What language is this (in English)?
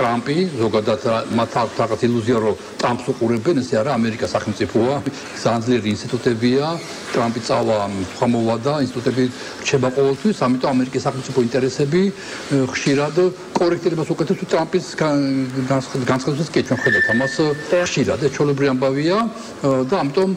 Georgian